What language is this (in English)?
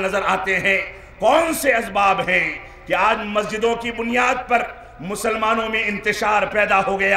Urdu